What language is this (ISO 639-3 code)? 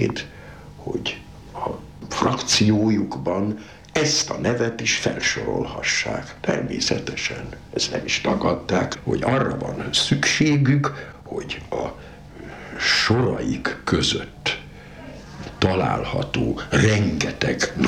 hun